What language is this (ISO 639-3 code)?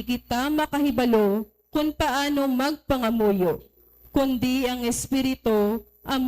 hil